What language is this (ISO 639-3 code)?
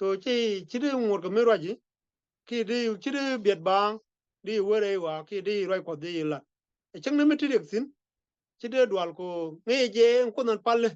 nus